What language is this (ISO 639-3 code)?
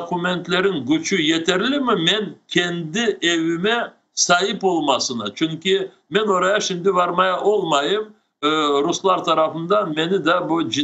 crh